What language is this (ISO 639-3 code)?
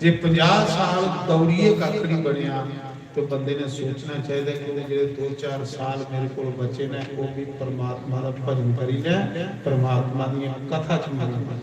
doi